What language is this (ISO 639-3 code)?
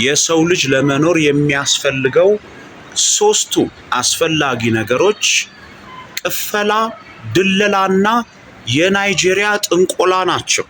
amh